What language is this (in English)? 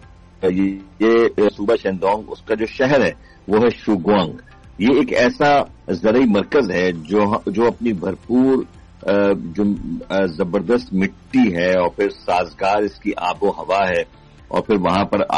Urdu